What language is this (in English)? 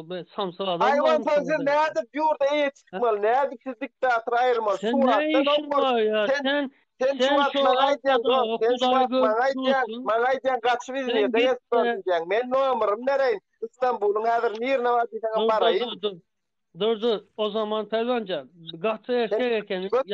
Turkmen